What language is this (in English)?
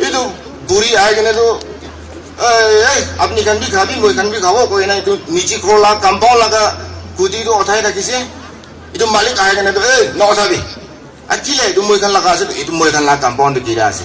Naga Pidgin